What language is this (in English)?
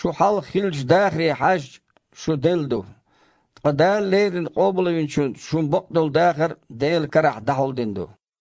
Chechen